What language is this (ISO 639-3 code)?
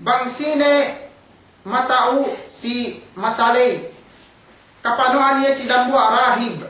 yka